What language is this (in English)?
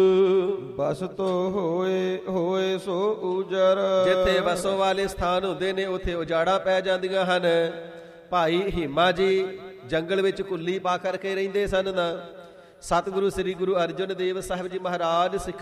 Punjabi